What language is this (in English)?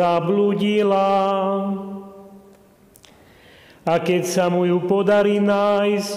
Slovak